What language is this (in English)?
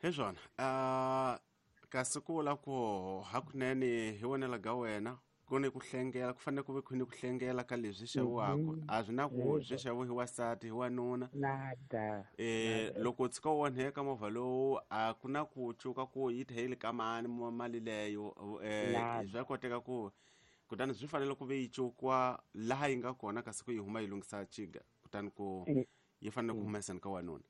Tsonga